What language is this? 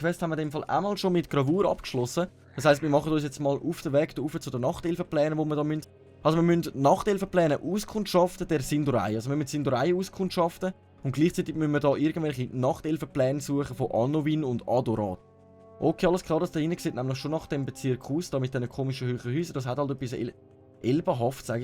Swiss German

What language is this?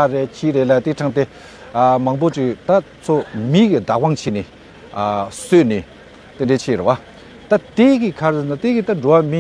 Tibetan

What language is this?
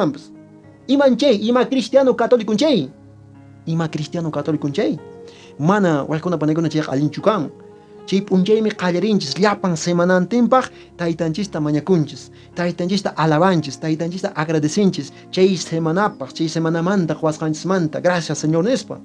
Quechua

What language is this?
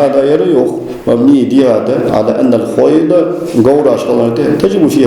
Ingush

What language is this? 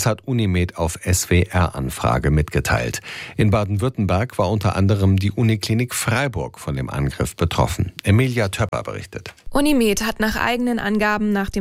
German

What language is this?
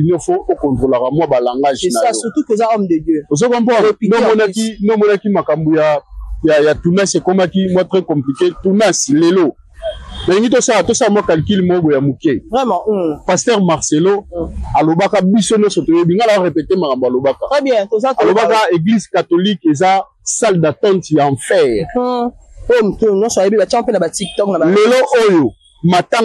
Lingala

